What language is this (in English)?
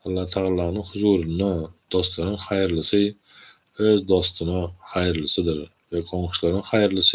Turkmen